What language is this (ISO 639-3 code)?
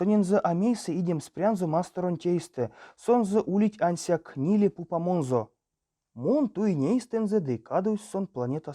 myv